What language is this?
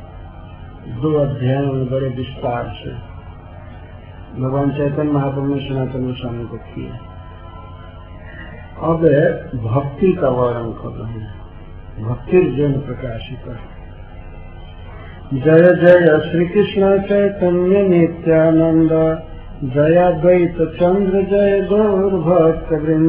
Hindi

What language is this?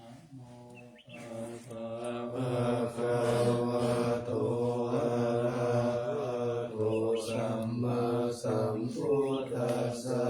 Pali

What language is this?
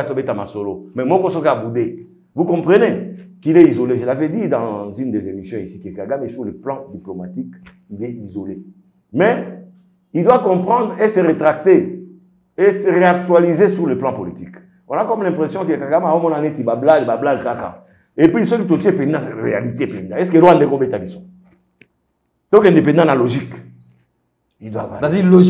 French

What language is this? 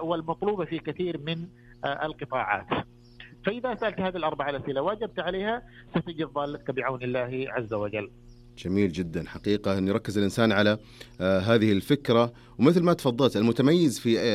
Najdi Arabic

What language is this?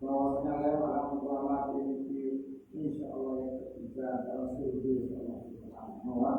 Sasak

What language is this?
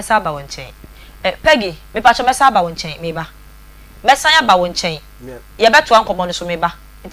Akan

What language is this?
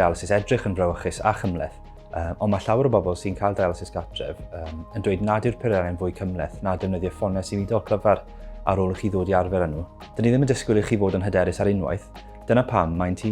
Welsh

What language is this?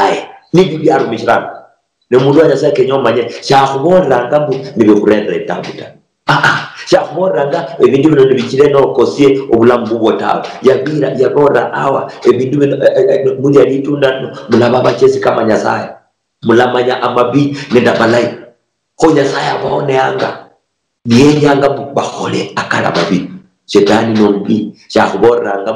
Luyia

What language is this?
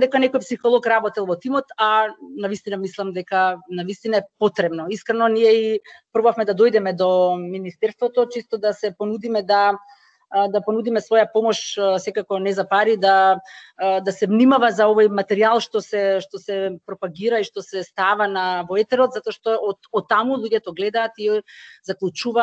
Macedonian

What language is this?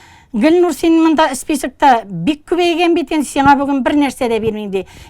Tatar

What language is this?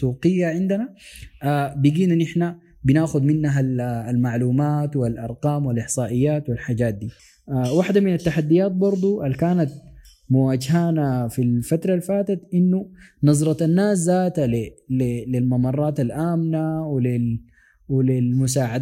Sudanese Arabic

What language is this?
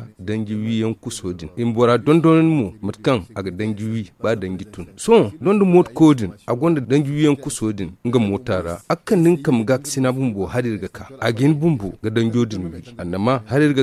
Zarma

